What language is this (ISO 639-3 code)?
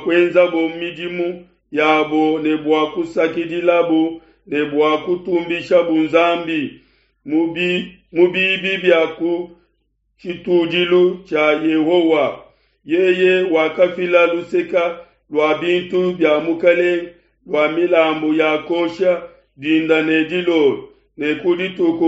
lua